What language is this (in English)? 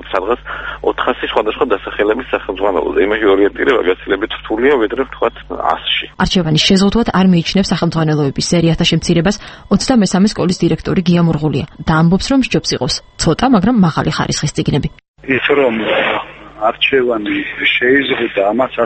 Georgian